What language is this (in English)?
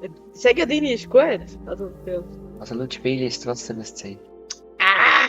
Swiss German